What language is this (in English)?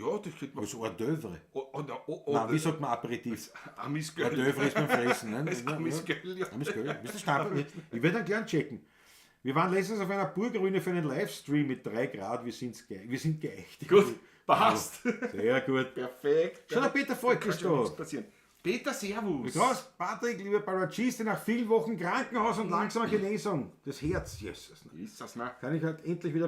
Bavarian